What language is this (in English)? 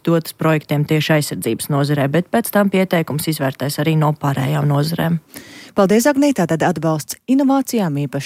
Latvian